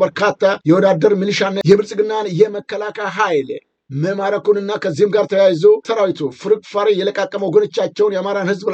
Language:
Amharic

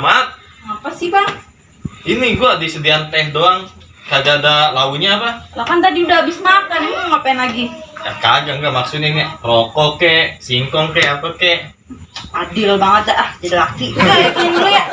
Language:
Betawi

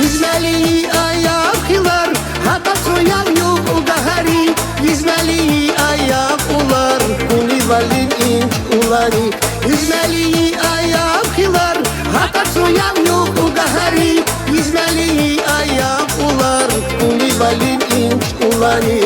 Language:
Tabassaran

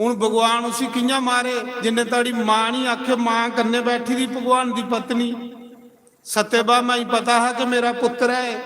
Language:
Dogri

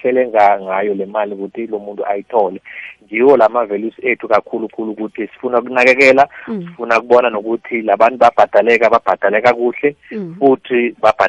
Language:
South Ndebele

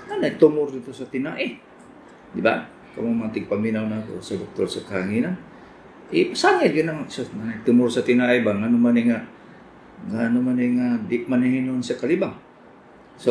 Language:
Cebuano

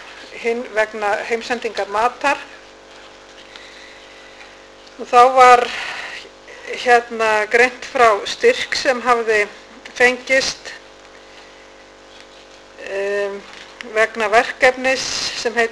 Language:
Icelandic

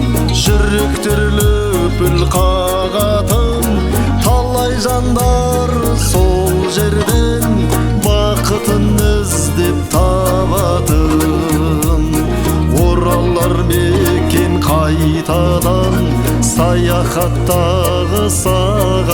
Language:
Kazakh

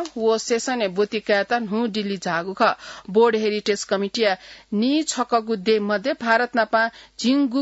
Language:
Newari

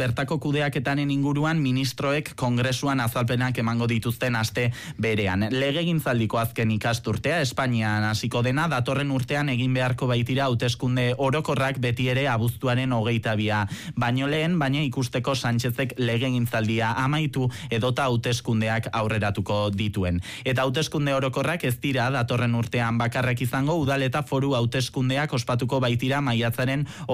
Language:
Basque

